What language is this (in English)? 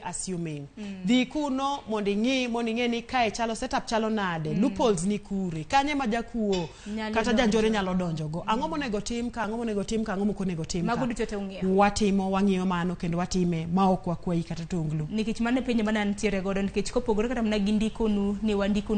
Luo (Kenya and Tanzania)